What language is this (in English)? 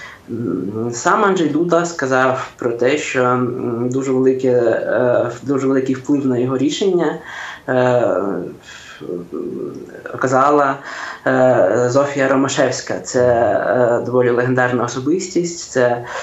Ukrainian